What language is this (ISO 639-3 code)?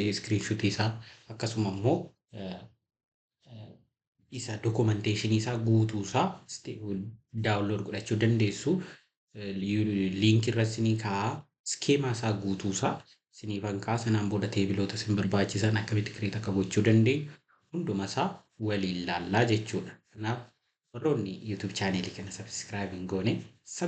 orm